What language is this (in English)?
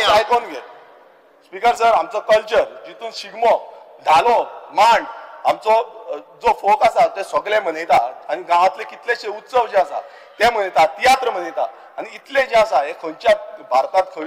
Konkani